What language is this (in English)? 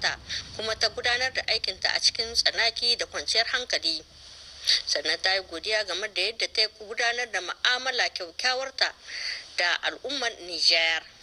Hausa